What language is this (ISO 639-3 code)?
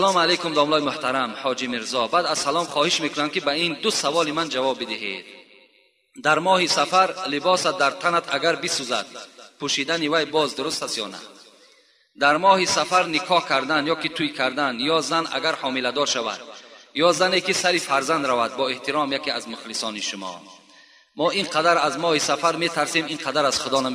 tgk